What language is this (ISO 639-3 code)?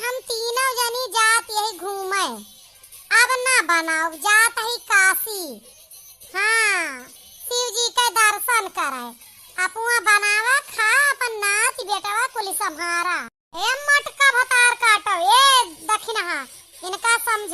awa